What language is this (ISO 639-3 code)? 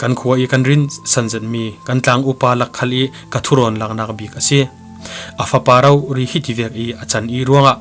cfm